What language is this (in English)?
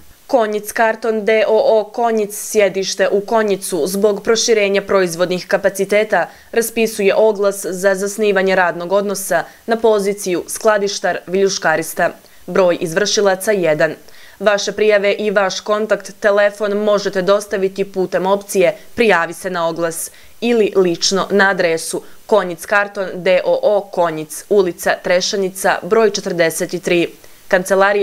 Bosnian